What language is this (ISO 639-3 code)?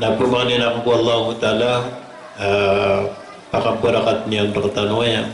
mrw